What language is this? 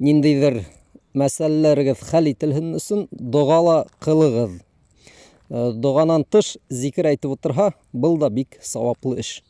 Bashkir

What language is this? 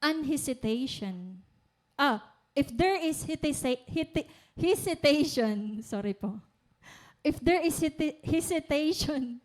Waray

